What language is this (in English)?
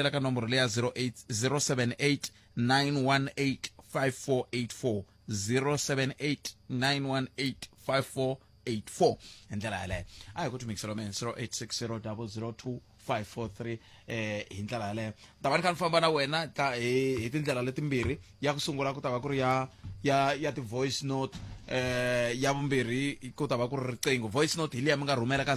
Tsonga